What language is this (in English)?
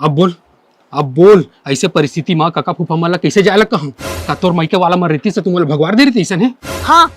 Chhattisgarhi